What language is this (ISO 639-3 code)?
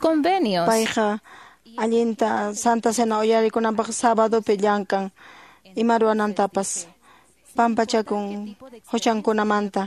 que